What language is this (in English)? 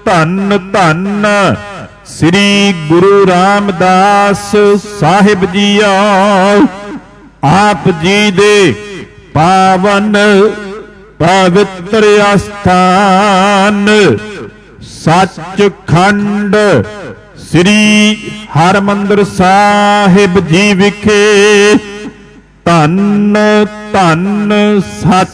Punjabi